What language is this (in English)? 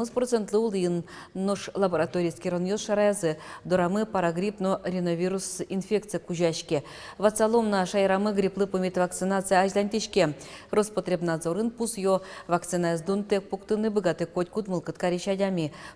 Udmurt